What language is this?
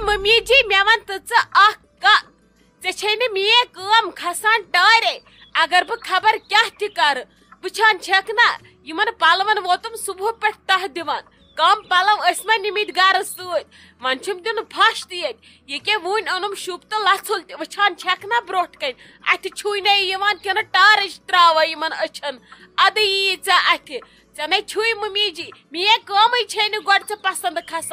Kashmiri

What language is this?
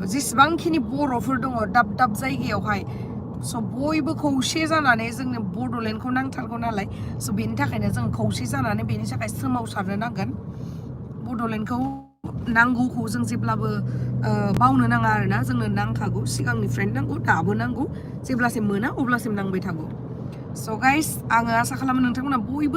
Bodo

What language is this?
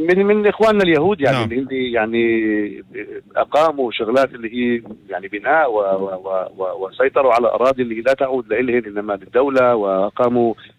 North Levantine Arabic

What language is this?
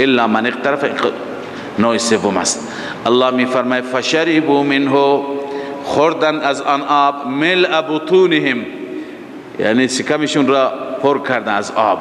Persian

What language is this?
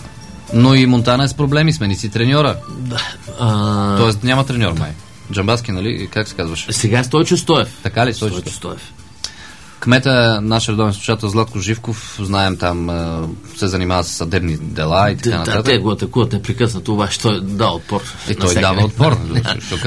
Bulgarian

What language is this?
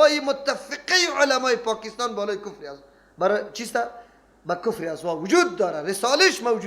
Persian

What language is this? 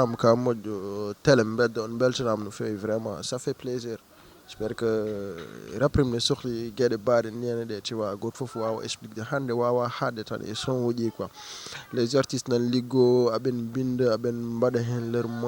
Fula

